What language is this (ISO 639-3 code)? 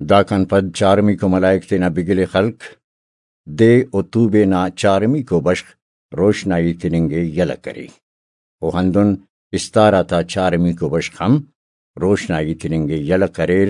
brh